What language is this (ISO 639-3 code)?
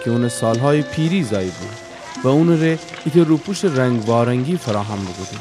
glk